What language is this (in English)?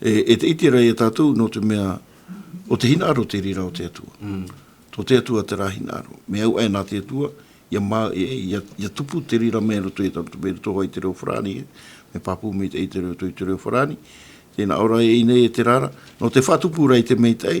Tahitian